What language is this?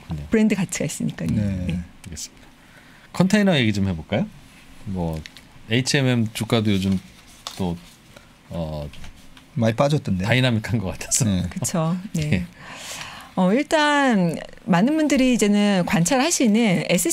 Korean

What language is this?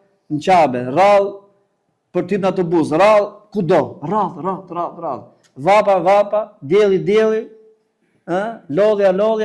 Albanian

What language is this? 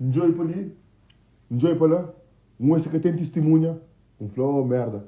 Kabuverdianu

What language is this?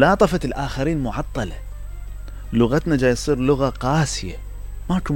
Mesopotamian Arabic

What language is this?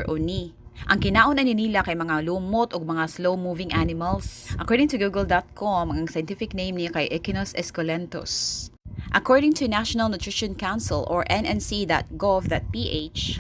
Cebuano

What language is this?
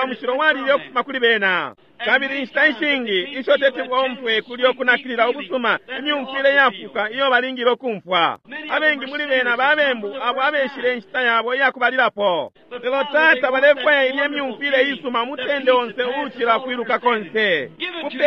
Bemba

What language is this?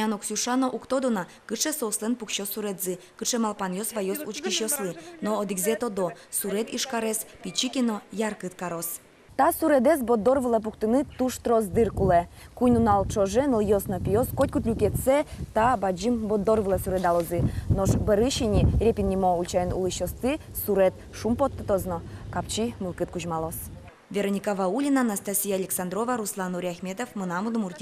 Udmurt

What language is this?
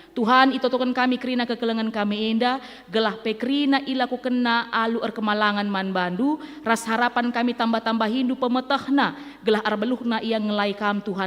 Batak Karo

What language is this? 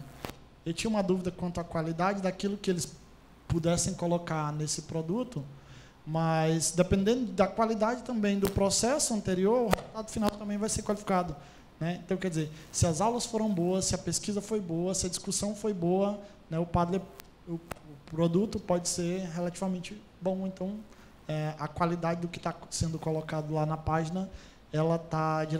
Portuguese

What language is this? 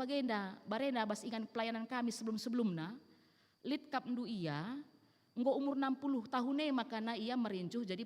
Batak Karo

